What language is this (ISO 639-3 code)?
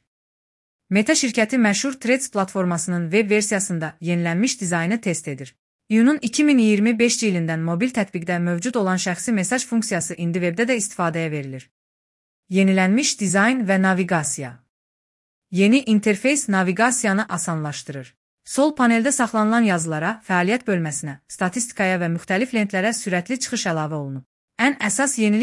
aze